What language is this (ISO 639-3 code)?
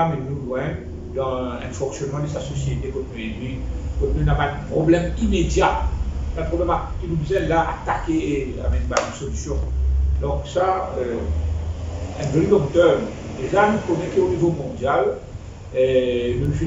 mfe